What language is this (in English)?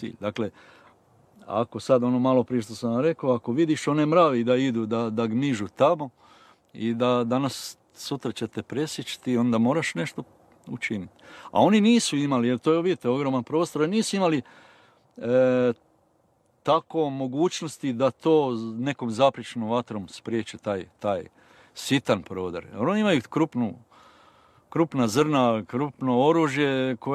Croatian